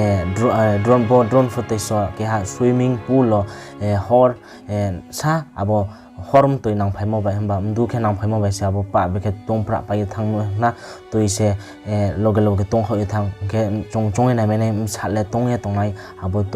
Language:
Riang (India)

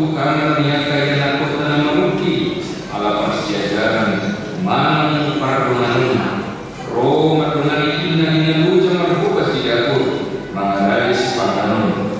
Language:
Batak Toba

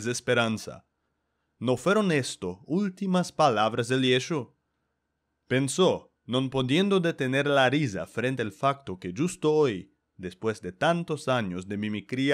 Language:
Ladino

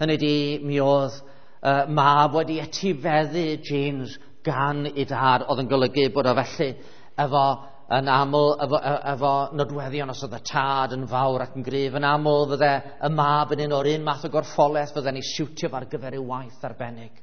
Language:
Welsh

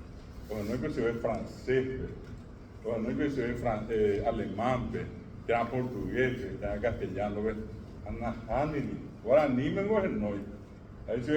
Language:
Guarani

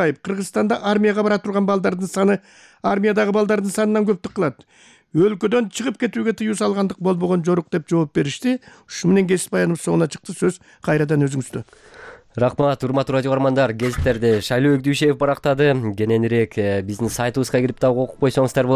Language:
Kyrgyz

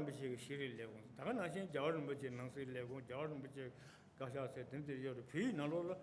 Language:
Tibetan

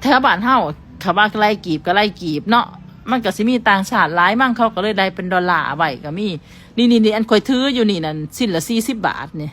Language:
Northeastern Thai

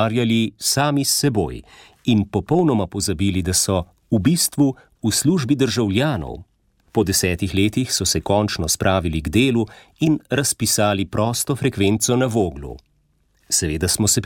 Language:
Slovenian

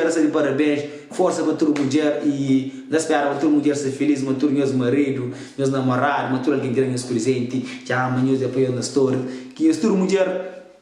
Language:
Kabuverdianu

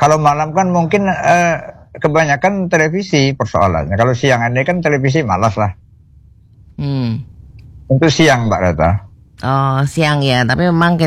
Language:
Indonesian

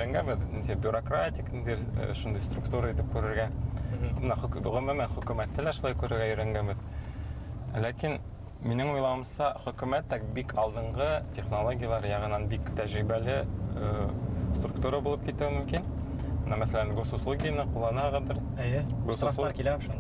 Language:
Bashkir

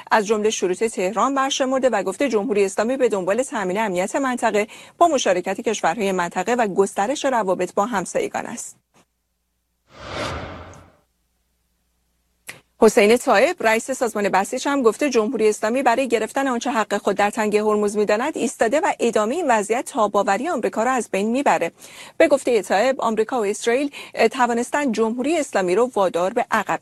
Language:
Persian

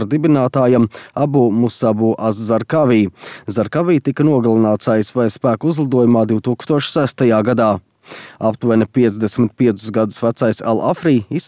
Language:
Latvian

